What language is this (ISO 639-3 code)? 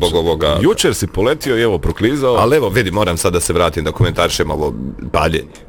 bos